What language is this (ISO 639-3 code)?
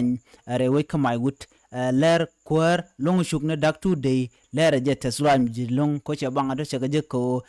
nus